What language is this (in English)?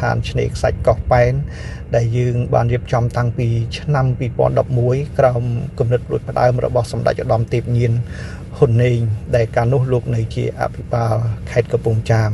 Khmer